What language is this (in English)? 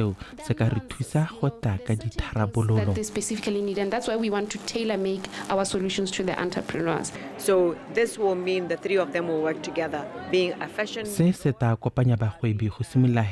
Tswana